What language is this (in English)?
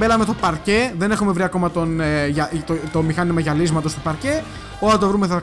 Greek